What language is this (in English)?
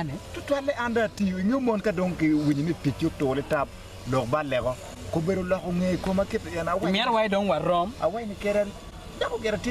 Acoli